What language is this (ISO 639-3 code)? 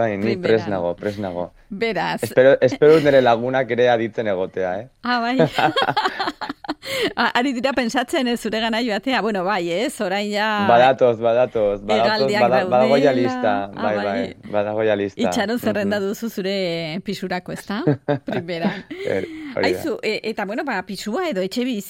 eus